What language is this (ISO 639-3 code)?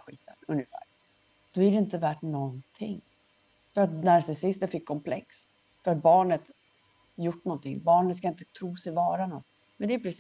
swe